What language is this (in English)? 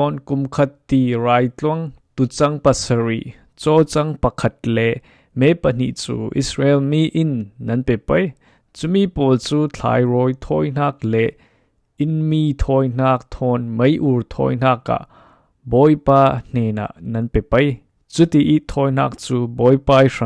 Falam Chin